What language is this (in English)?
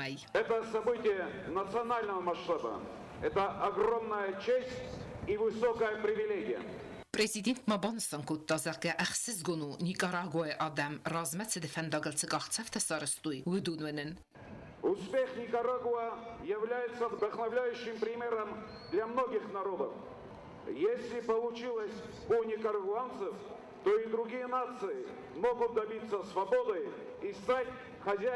Ossetic